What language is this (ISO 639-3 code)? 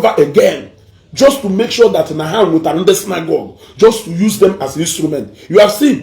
ibo